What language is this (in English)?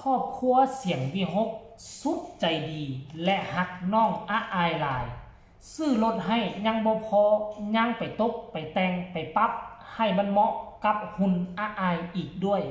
Northeastern Thai